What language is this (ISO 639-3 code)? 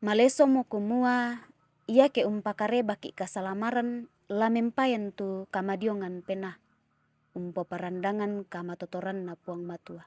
sda